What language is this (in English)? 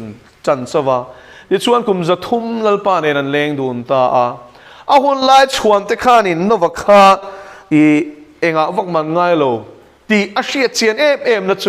Mizo